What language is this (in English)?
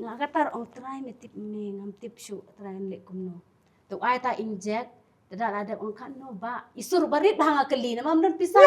Khasi